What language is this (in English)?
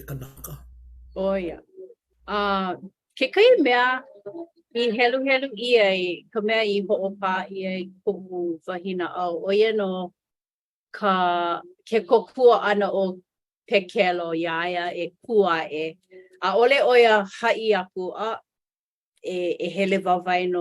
Hawaiian